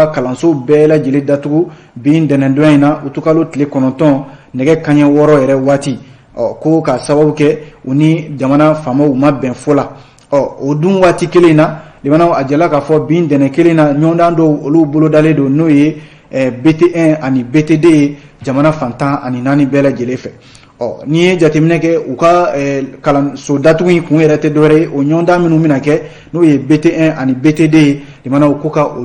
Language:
Bambara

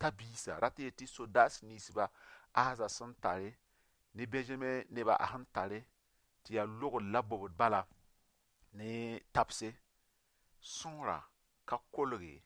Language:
Mossi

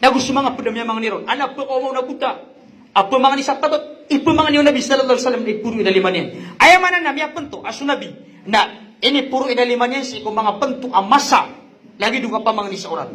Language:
Maranao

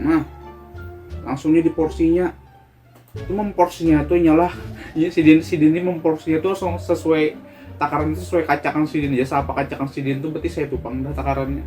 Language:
Banjar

